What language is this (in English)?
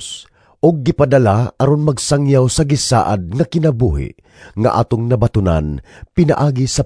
Cebuano